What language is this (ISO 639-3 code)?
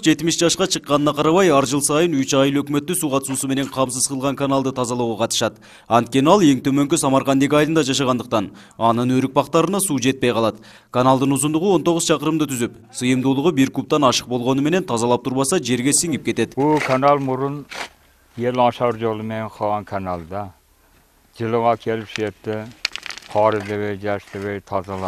kir